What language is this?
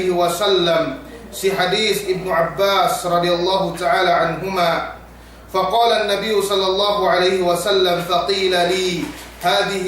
Yakan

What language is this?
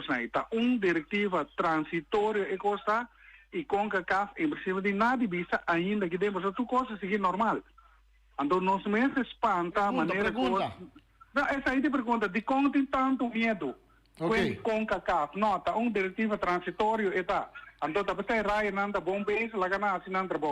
Papiamento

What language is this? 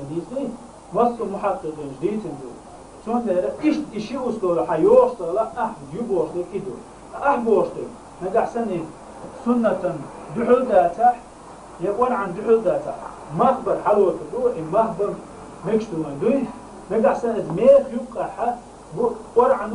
Chechen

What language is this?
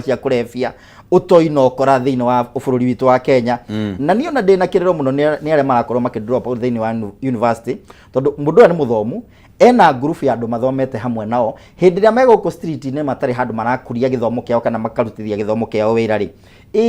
Kikuyu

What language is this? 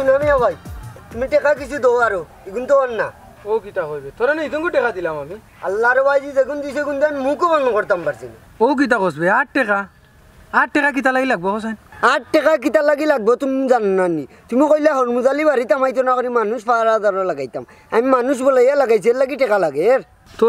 Sylheti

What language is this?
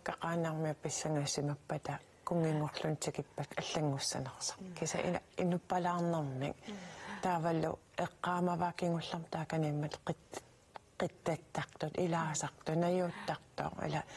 Kalaallisut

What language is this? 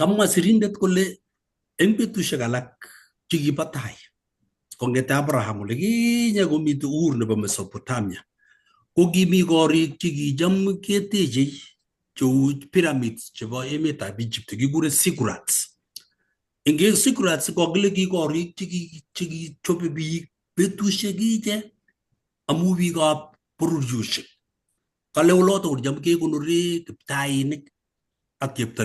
Kalenjin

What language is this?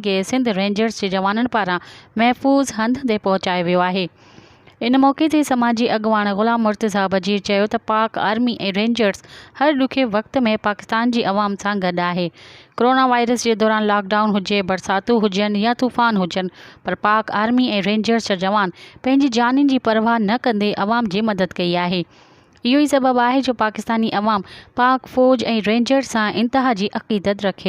Sindhi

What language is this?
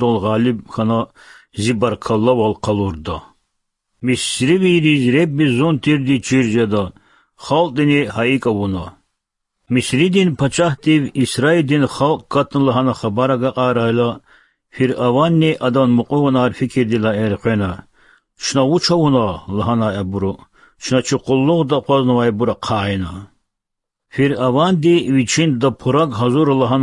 Lezghian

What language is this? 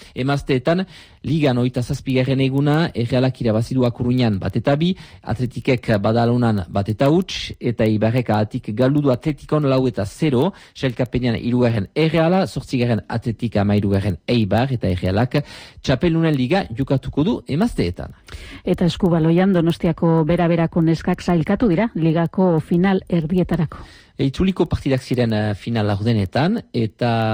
Basque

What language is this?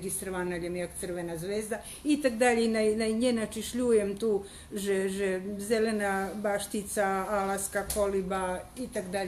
Rusyn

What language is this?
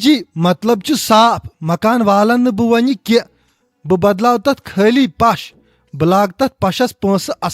Kashmiri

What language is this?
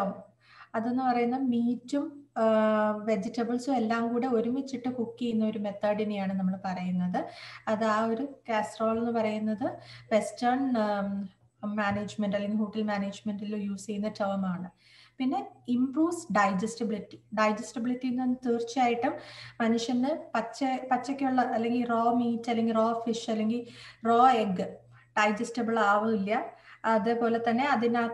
Malayalam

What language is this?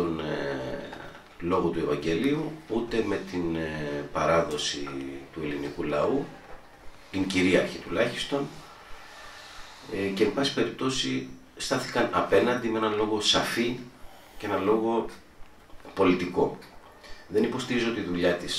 Greek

